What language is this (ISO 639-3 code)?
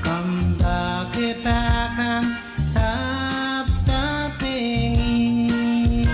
pon